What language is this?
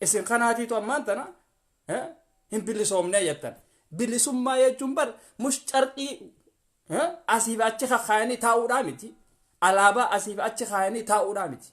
Oromo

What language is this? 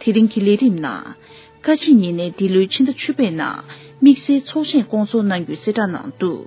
Tibetan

